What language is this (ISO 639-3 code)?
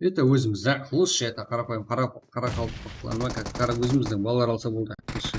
kaa